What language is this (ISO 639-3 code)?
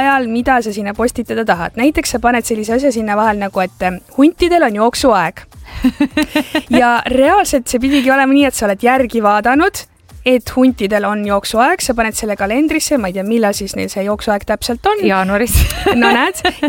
est